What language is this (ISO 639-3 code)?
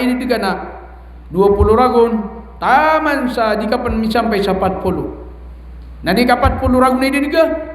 mrw